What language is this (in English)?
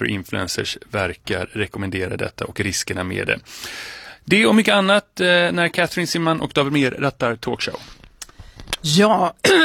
Swedish